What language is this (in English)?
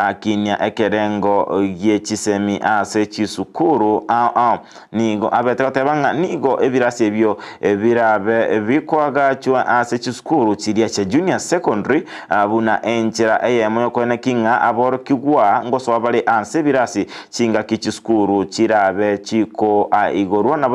Gusii